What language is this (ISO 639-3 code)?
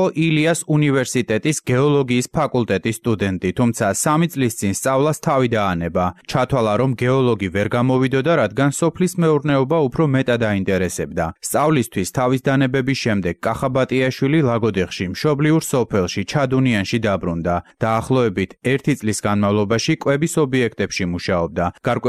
kat